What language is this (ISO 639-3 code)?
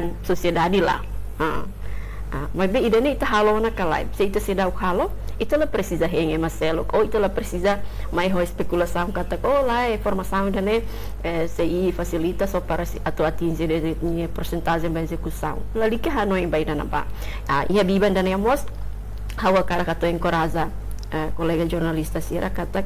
tet